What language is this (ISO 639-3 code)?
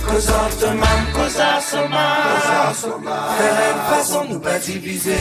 mfe